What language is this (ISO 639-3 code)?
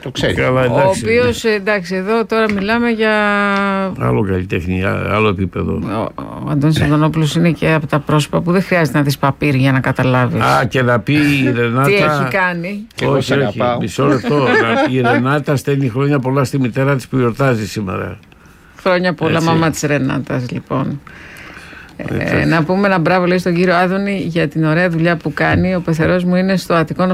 ell